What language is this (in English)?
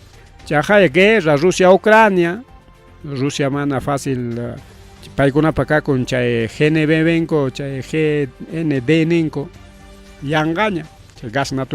Ayacucho Quechua